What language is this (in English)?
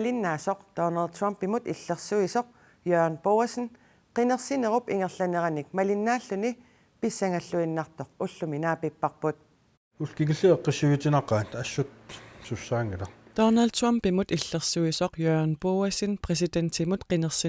Kalaallisut